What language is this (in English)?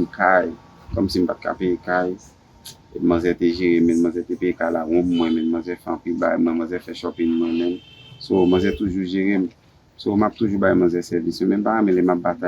Haitian Creole